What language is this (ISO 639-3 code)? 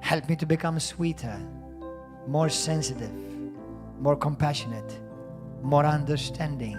eng